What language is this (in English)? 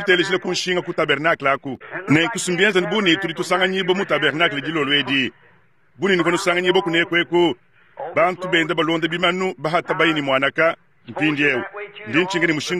Luba-Lulua